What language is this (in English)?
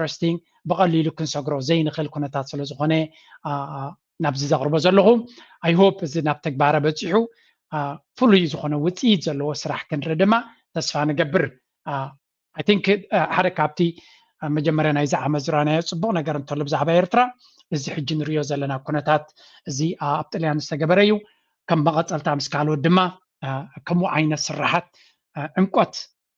Tigrinya